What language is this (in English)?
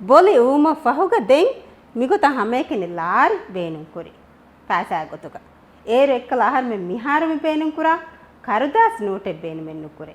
Divehi